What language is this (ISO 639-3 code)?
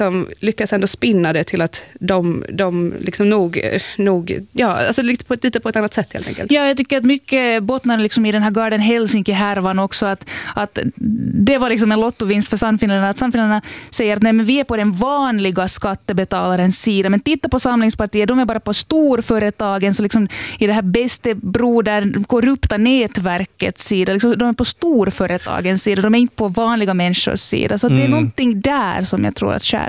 swe